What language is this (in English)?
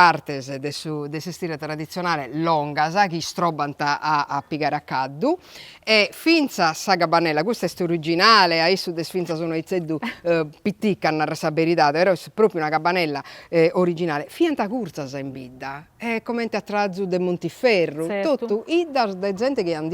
Sardinian